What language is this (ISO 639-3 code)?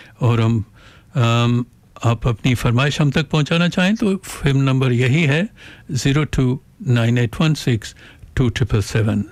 hin